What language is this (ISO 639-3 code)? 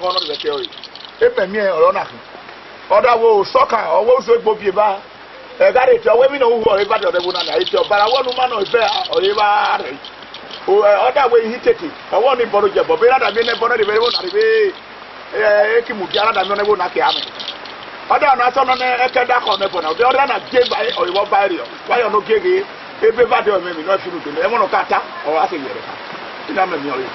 ish